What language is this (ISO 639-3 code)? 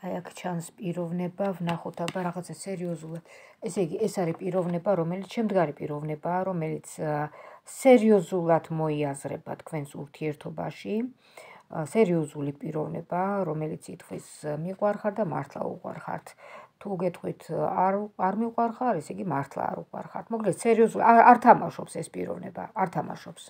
kat